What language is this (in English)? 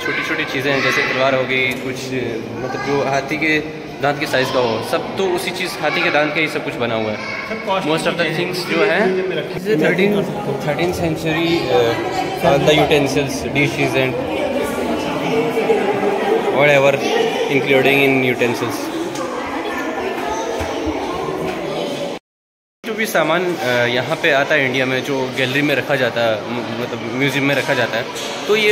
Hindi